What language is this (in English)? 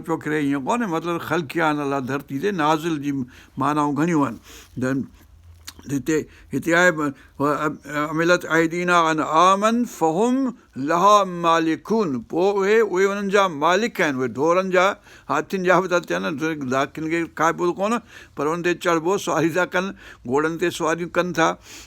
Sindhi